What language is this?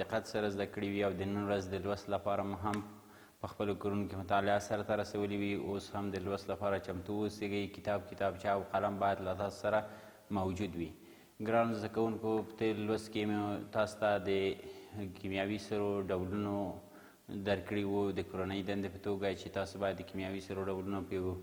Pashto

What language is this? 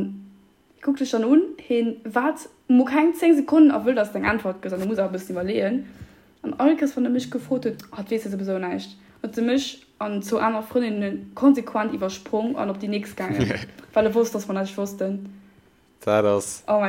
Luxembourgish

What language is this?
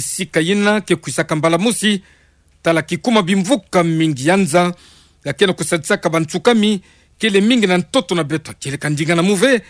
Kituba (Democratic Republic of Congo)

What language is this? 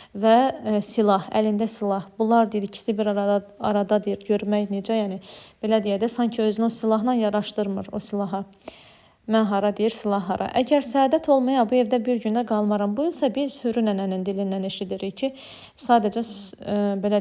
Azerbaijani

